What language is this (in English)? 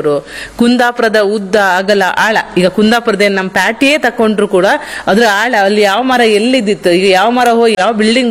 Kannada